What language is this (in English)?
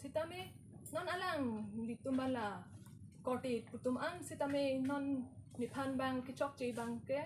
Karbi